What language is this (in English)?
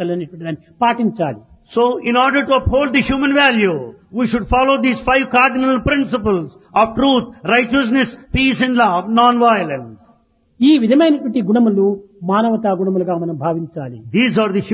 Telugu